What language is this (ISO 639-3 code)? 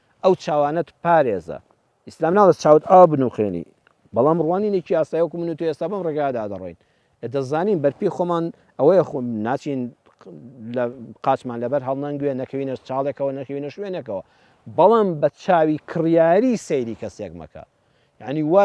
ckb